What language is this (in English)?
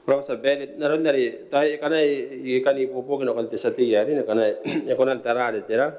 Gilbertese